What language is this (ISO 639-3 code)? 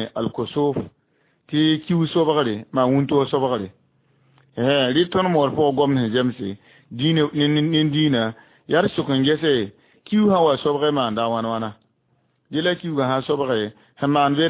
mos